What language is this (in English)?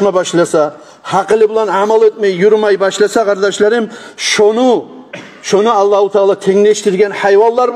Kumyk